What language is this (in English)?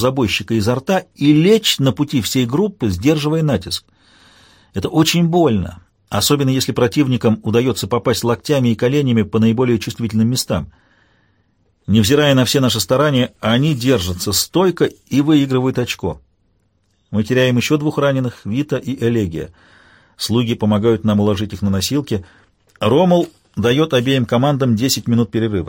Russian